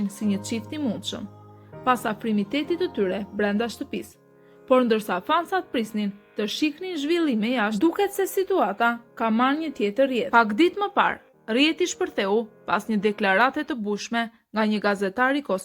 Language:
Albanian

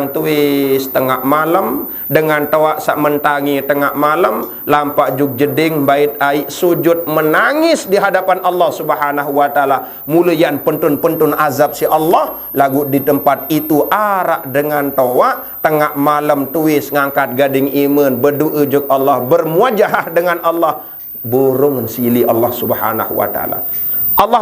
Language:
Sasak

